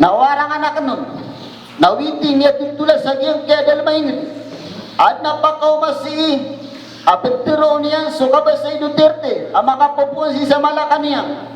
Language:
Maranao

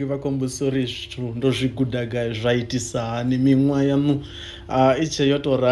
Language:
Venda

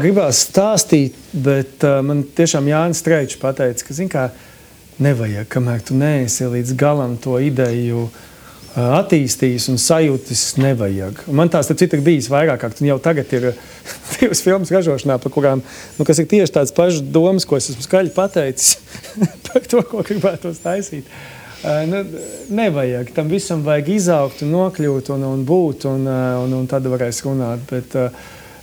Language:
Latvian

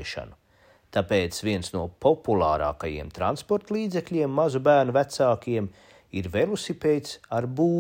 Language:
Latvian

